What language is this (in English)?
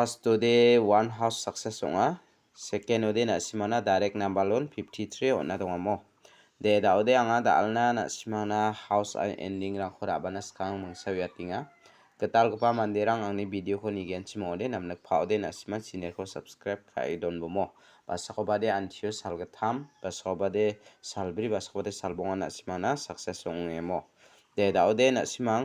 Garo